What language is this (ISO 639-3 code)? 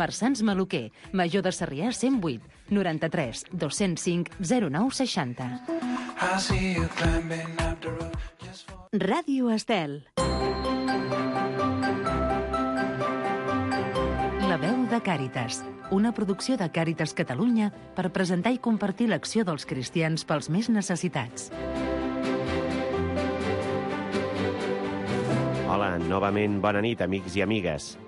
cat